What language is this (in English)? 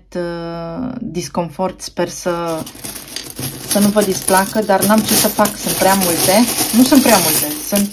Romanian